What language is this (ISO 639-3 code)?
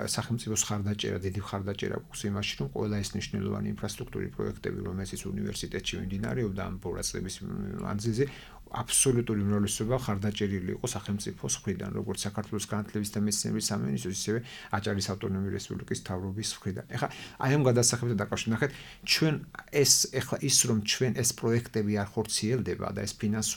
kat